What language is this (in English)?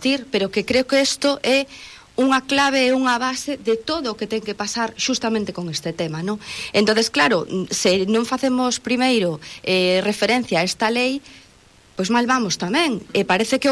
Galician